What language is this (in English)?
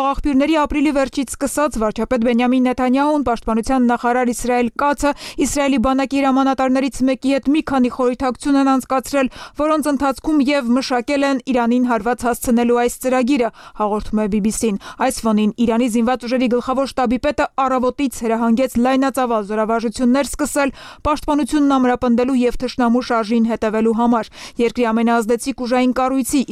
Armenian